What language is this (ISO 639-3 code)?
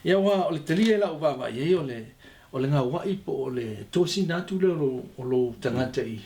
smo